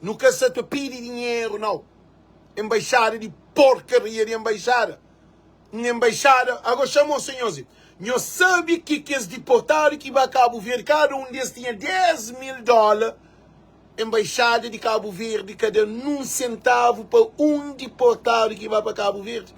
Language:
Kabuverdianu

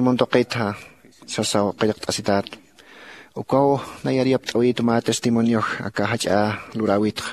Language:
Aymara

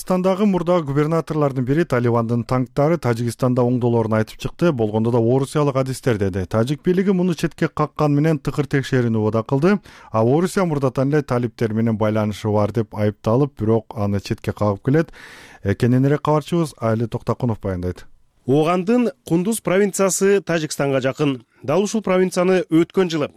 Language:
Kyrgyz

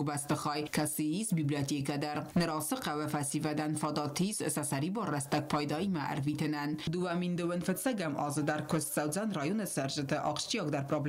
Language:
Ossetic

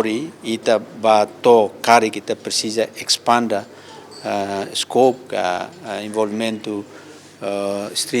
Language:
Tetum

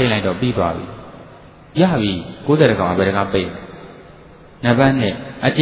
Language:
Burmese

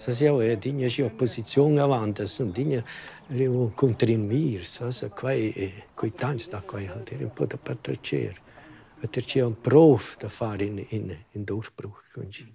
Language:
Romansh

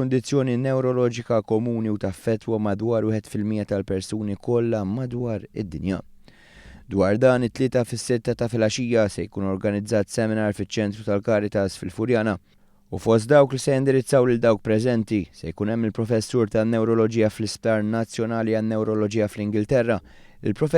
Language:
Maltese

